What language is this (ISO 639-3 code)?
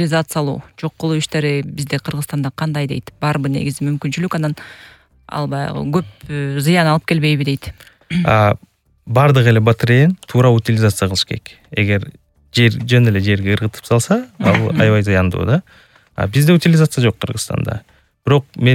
kir